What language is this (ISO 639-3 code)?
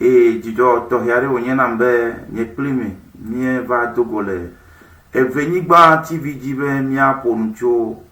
ewe